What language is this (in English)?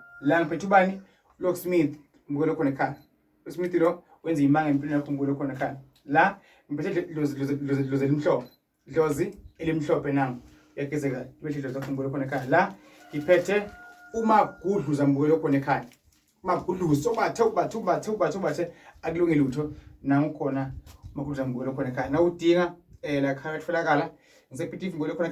Zulu